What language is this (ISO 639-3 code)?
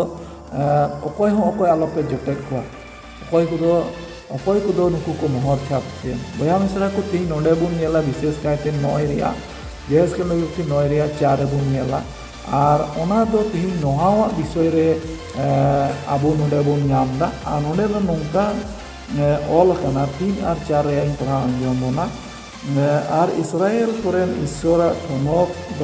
sat